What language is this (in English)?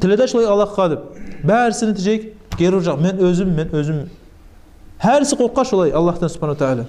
Kumyk